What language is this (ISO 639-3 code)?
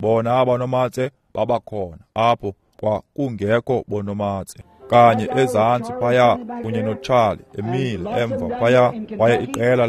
xho